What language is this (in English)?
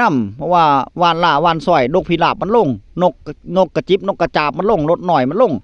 Northeastern Thai